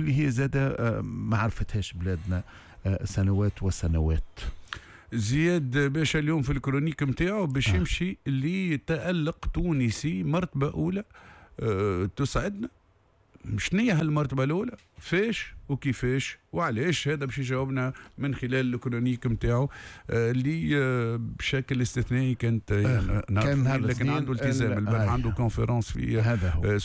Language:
Tunisian Arabic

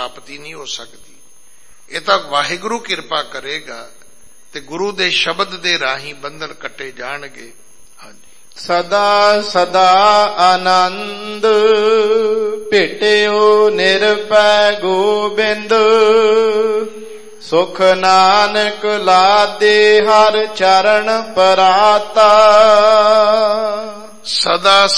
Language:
Punjabi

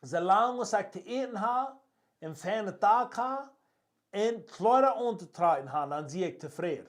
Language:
Plautdietsch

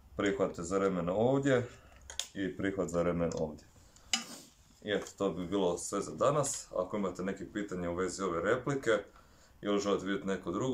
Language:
Croatian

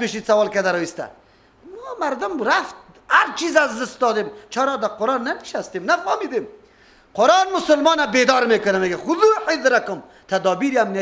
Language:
Persian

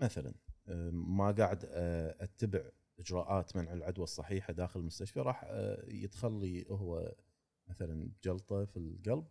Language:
Gulf Arabic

